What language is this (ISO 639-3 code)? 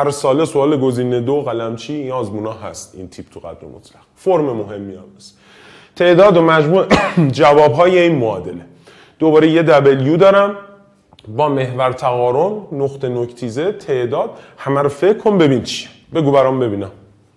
fas